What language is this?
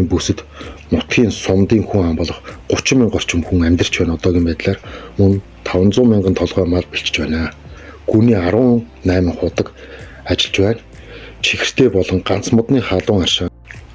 Mongolian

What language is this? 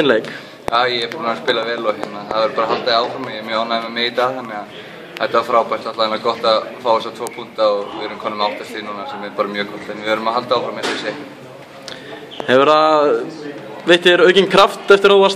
Icelandic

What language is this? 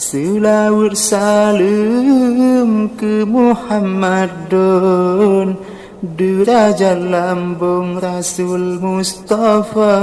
Achinese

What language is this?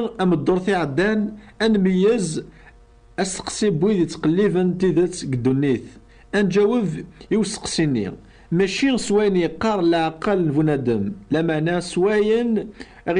Kabyle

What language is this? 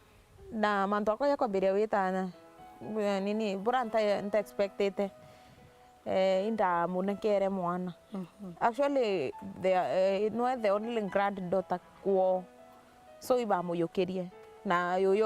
Meru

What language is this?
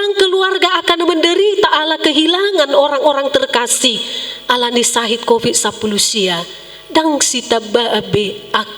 Batak Toba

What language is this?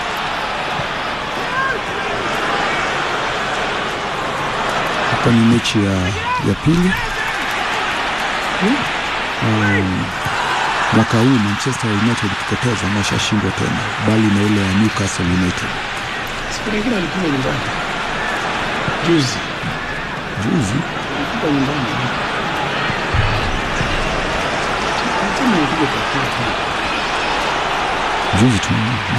Swahili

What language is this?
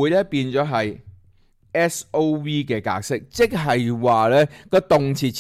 Cantonese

